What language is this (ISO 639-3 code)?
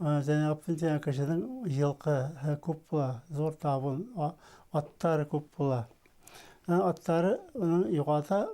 bak